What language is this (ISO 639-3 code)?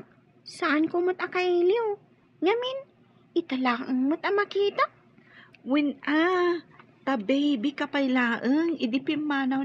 ilo